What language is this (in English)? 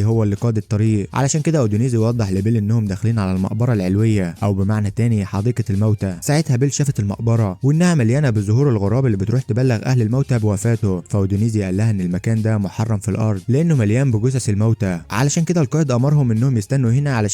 Egyptian Arabic